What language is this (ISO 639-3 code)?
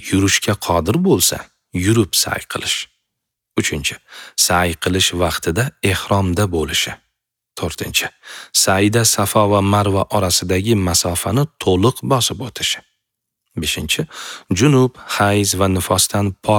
uzb